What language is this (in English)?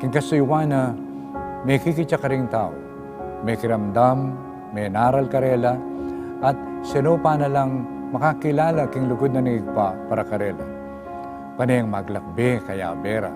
Pampanga